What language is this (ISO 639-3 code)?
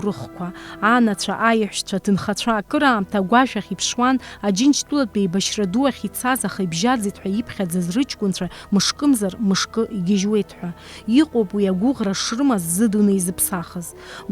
abk